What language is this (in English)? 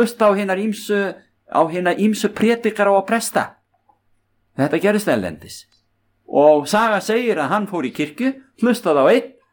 Icelandic